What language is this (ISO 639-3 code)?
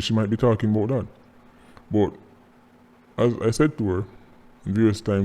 jam